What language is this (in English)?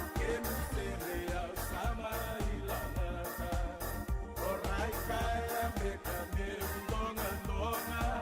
Fijian